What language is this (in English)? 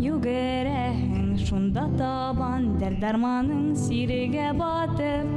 Bashkir